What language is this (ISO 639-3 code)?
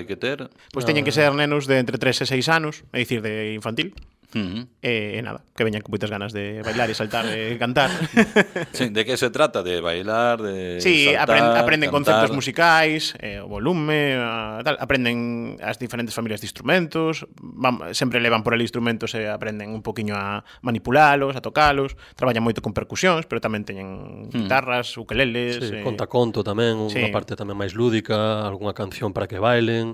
glg